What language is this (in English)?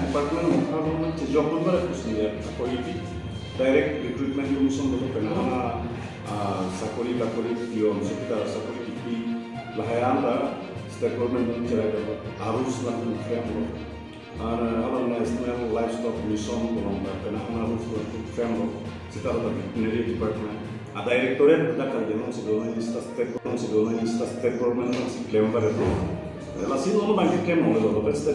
Karbi